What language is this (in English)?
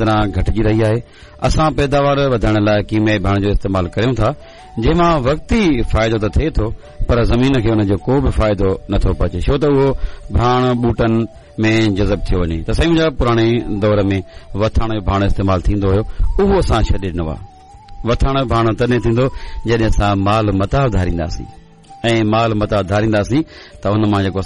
Sindhi